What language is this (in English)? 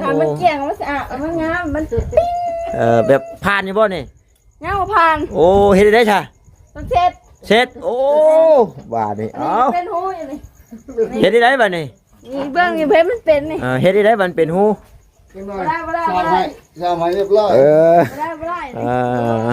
Northeastern Thai